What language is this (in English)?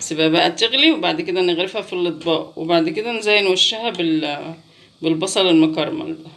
Egyptian Arabic